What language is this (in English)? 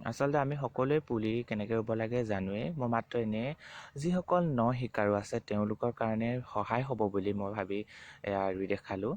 Assamese